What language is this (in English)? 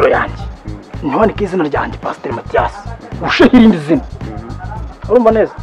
Kinyarwanda